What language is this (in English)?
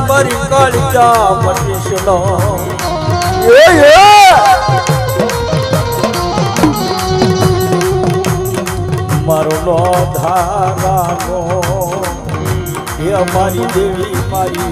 Gujarati